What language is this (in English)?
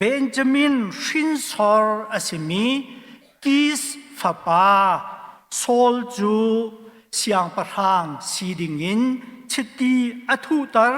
Hakha Chin